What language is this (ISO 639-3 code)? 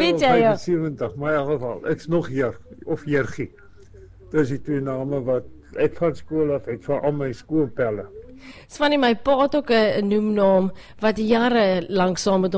afr